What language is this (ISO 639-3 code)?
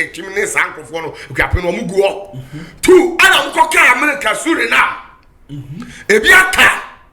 aka